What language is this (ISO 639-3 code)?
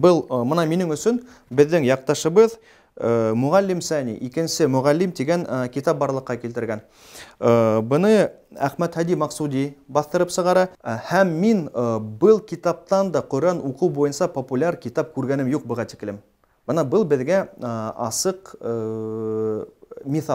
bak